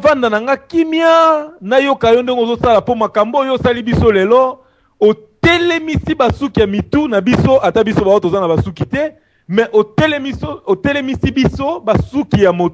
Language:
Lingala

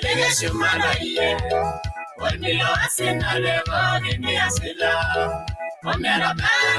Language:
Masai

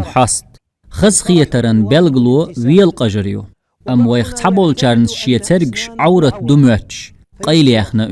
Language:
Chechen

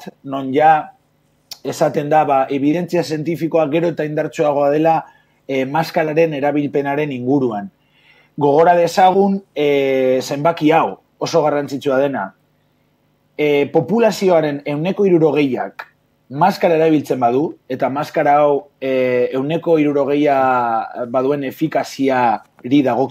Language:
Basque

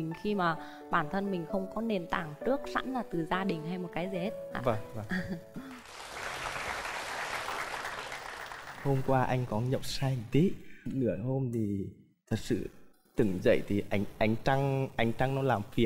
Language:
Vietnamese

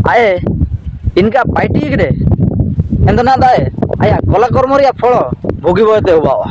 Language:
Ho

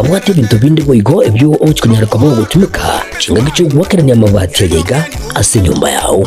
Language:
Gusii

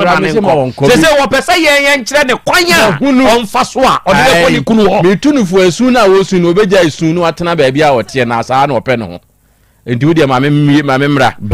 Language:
Akan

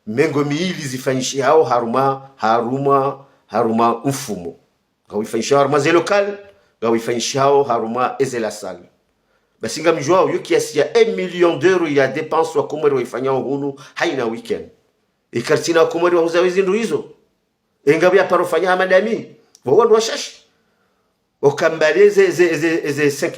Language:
Ngazidja Comorian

